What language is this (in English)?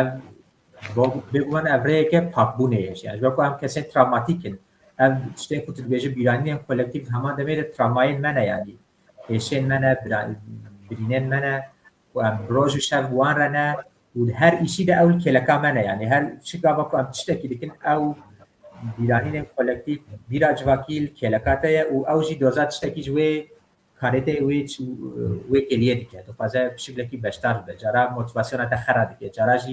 Kurdish